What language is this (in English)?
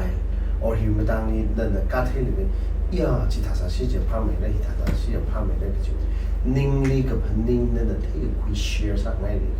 Tangkhul Naga (India)